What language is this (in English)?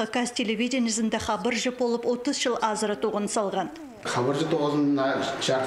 Khakas